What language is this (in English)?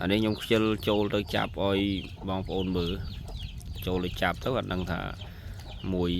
Khmer